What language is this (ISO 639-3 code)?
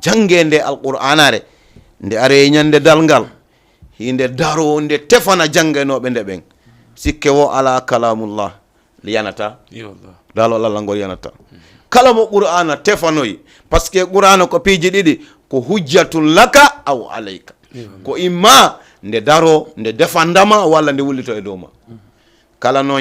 ful